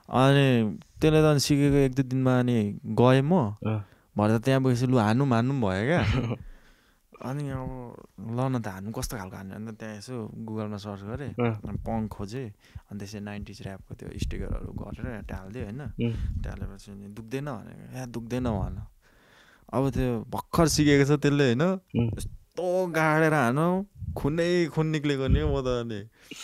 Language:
Nepali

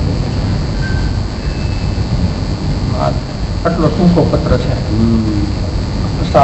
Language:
Gujarati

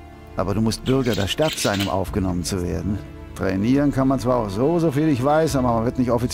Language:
Bavarian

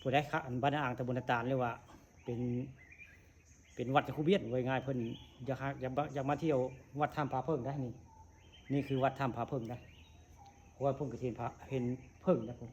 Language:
Northeastern Thai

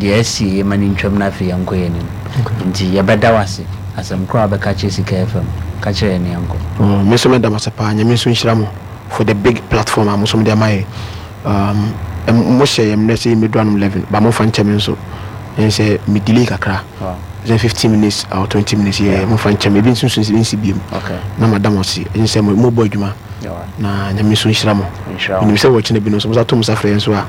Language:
Akan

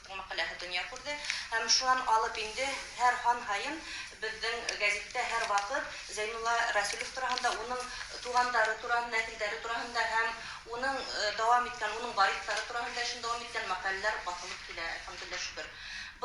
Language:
Bashkir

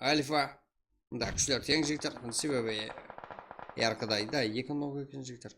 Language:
Kara-Kalpak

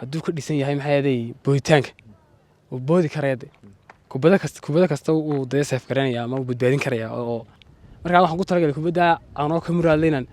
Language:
Somali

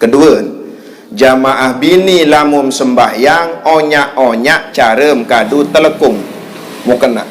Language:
Sasak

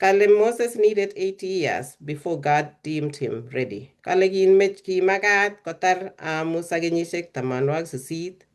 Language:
Kalenjin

